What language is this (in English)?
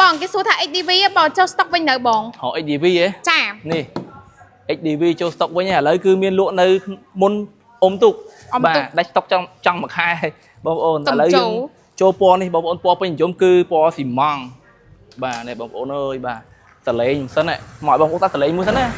Khmer